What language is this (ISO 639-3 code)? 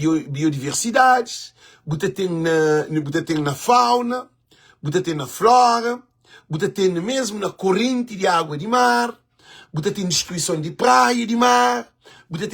kea